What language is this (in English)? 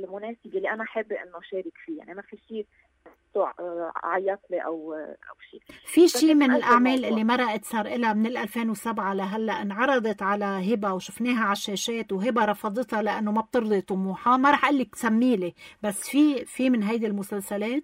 North Levantine Arabic